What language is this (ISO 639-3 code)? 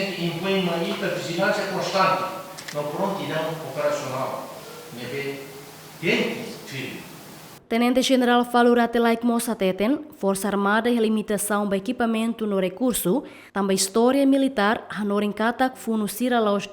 tet